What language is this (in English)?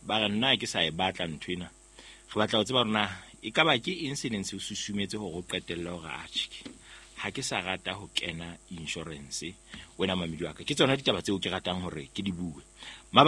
Southern Sotho